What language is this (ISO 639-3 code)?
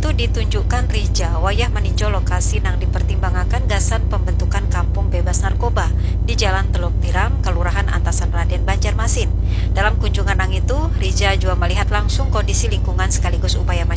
bjn